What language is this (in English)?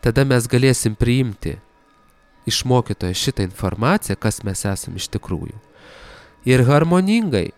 Lithuanian